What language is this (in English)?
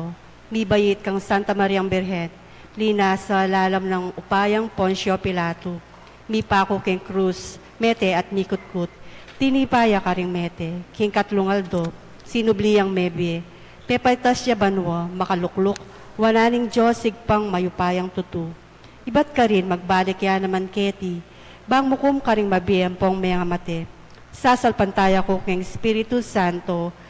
Pampanga